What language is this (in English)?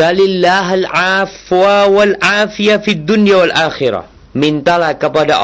Indonesian